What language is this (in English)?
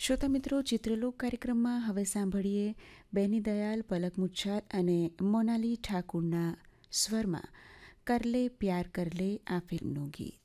Gujarati